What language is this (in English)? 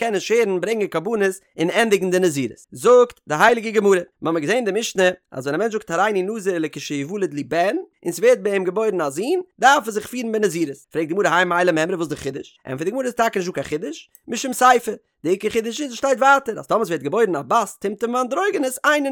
Yiddish